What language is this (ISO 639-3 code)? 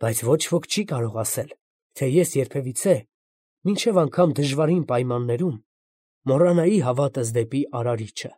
hye